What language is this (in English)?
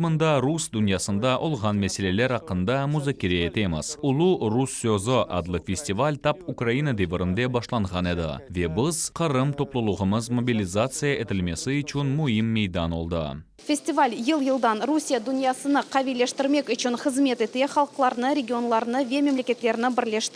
Crimean Tatar